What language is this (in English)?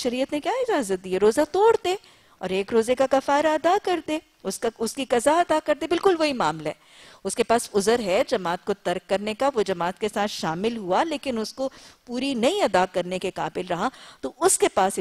Urdu